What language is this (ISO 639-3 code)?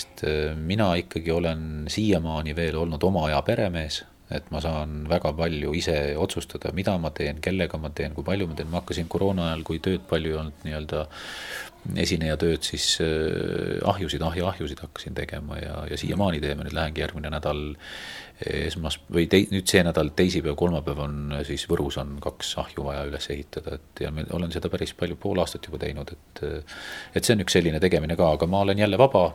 est